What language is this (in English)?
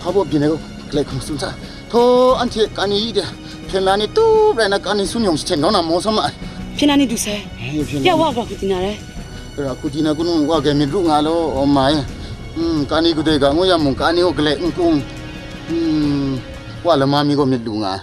Kachin